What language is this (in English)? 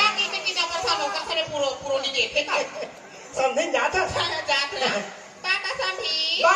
Chhattisgarhi